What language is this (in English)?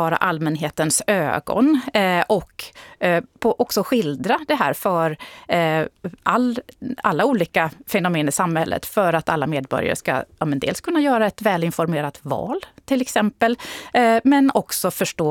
Swedish